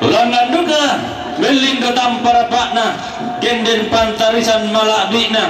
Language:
Toraja-Sa'dan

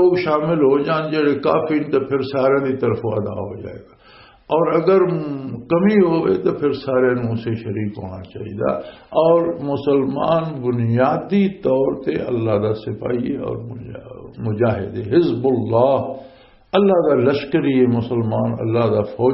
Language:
Western Panjabi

